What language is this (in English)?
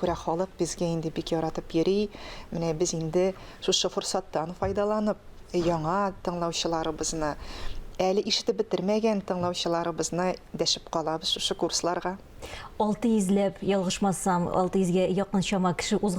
Tatar